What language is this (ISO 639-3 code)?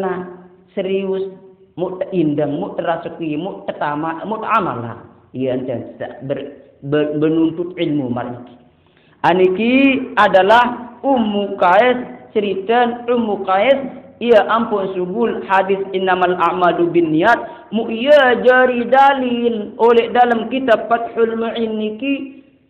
sas